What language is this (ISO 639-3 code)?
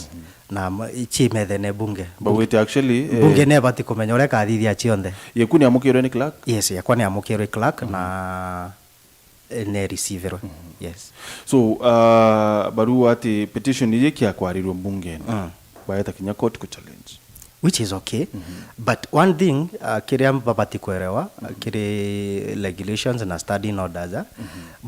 mer